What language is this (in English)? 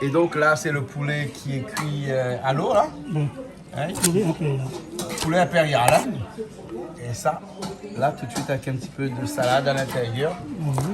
Réunion Creole French